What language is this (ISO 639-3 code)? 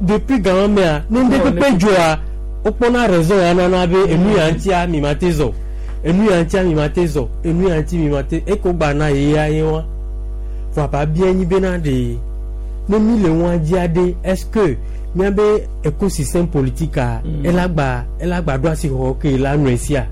gej